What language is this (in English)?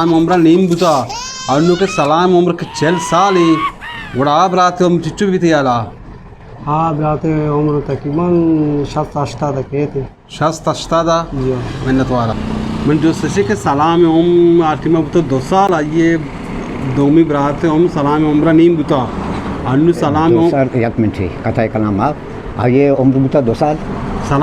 Baluchi